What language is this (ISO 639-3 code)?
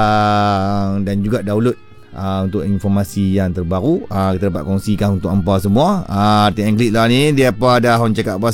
msa